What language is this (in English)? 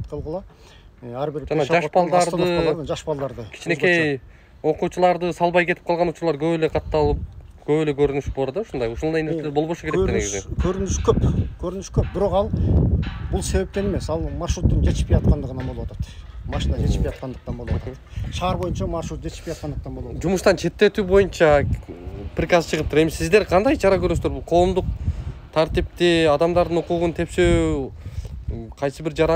Kyrgyz